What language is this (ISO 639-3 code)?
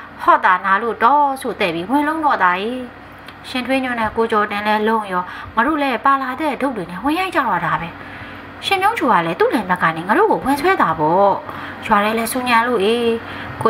mya